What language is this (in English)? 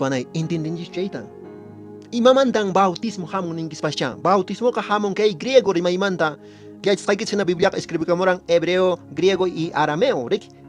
Quechua